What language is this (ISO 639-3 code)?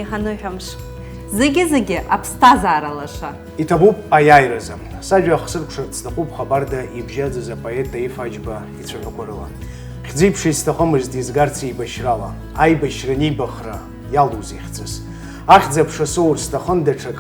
abk